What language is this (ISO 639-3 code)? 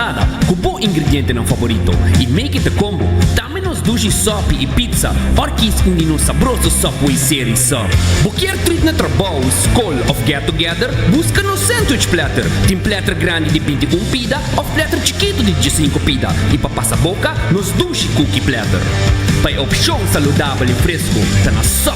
pap